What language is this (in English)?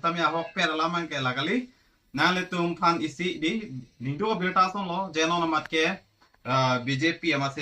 Karbi